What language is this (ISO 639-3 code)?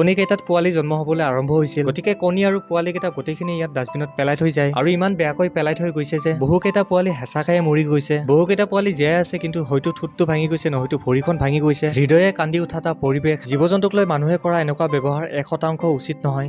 asm